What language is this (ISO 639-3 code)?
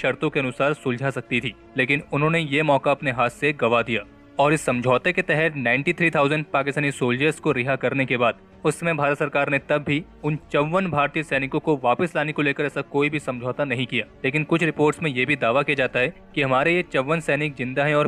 hin